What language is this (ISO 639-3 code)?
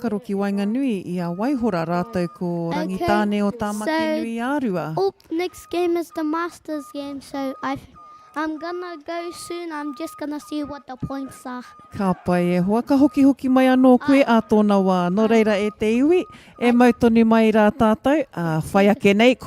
mri